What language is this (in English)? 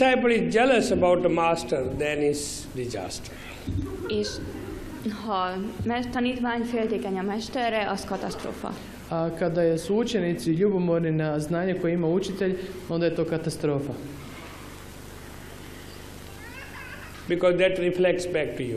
Hungarian